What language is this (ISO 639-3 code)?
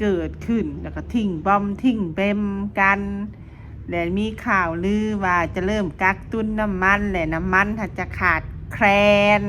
lao